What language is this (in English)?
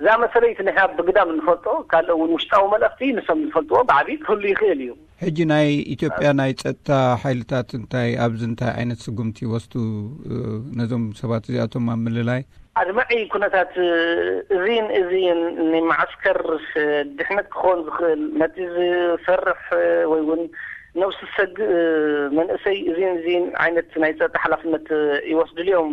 Tigrinya